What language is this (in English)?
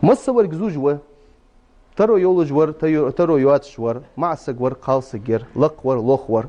Ingush